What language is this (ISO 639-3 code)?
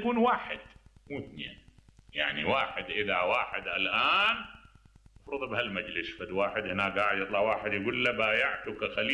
acm